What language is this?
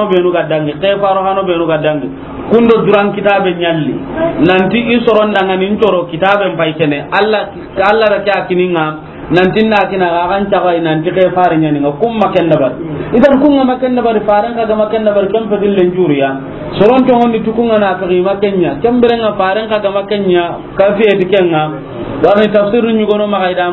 Soninke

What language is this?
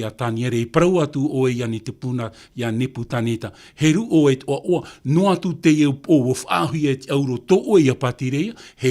Tahitian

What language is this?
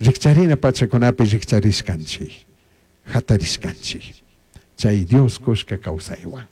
Chimborazo Highland Quichua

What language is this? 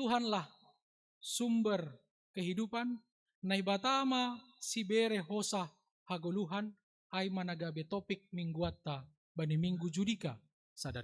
Batak Simalungun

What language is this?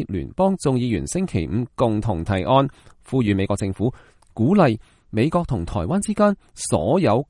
Cantonese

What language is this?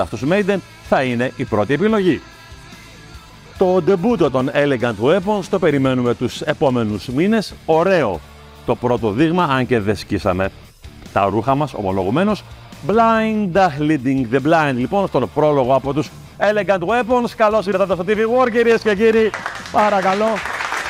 Greek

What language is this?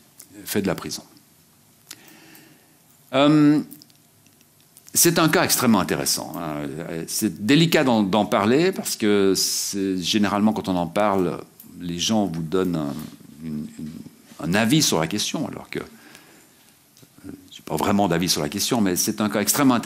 French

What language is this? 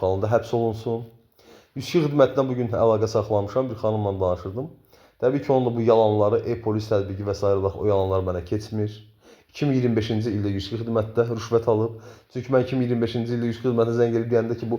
Azerbaijani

